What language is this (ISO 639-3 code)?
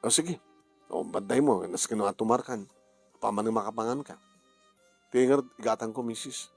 ilo